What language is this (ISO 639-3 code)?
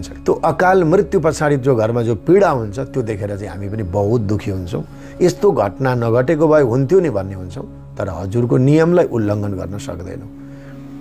nep